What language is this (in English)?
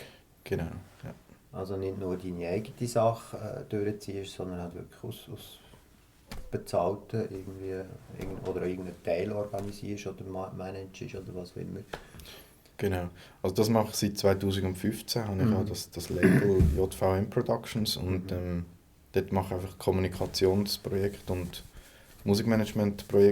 Swiss German